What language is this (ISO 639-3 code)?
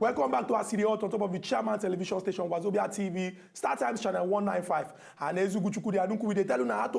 pcm